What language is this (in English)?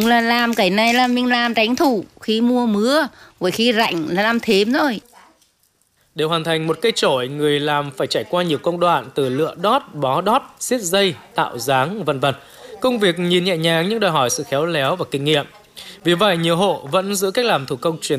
Vietnamese